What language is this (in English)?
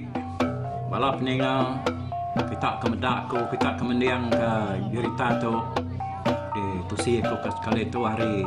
Iban